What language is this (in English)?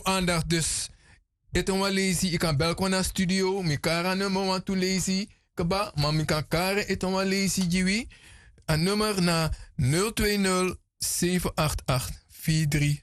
Sranan Tongo